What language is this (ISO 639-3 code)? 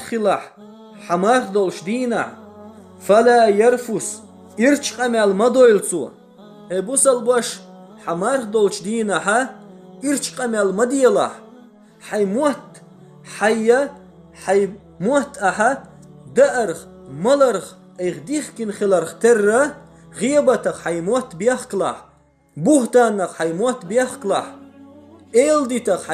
che